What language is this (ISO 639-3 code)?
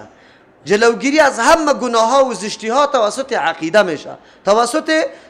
fas